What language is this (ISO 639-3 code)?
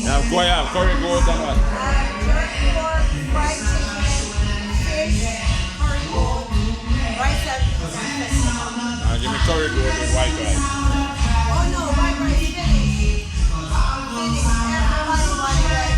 jam